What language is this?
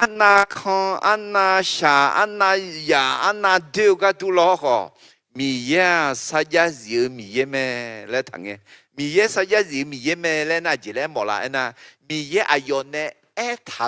Akha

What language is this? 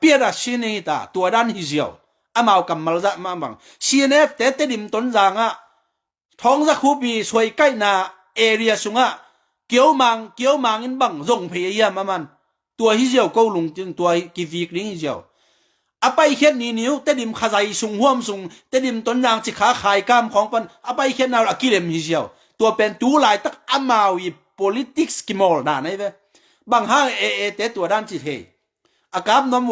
Tedim Chin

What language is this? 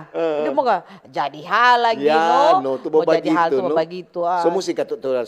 Manado Malay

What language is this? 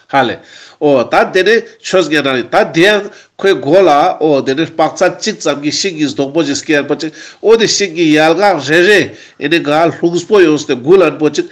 Ladakhi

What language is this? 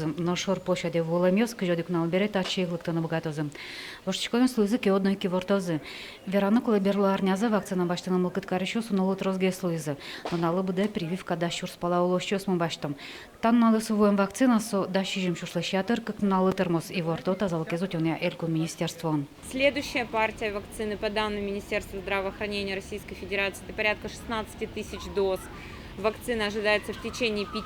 Udmurt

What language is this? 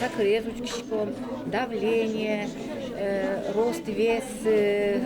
Udmurt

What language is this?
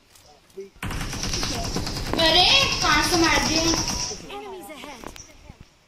Hindi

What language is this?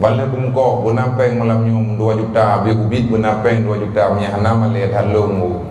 Achinese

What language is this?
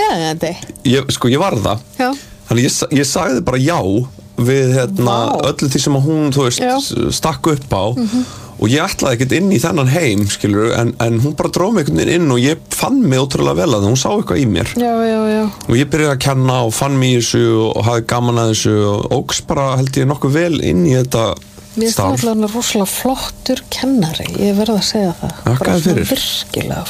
Icelandic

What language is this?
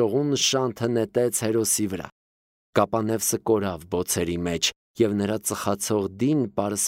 Armenian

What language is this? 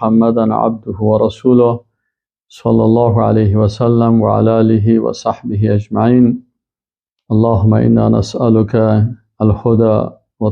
Persian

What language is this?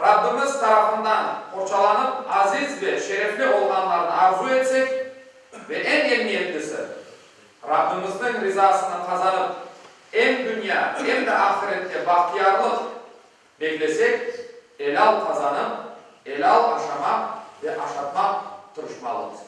Crimean Tatar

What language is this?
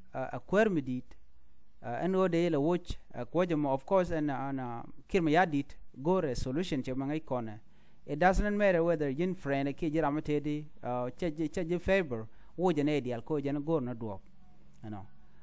Nuer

